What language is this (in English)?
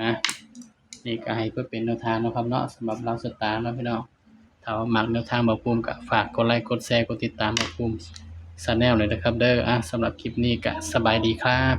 Northeastern Thai